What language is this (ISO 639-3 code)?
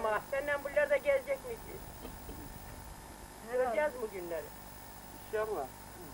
tur